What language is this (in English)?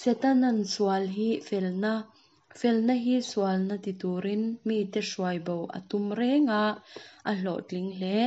Mizo